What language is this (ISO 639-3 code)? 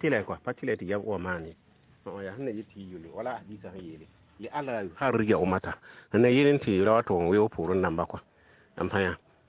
mos